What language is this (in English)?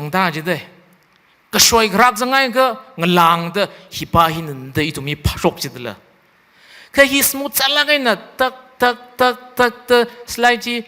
Tangkhul Naga (India)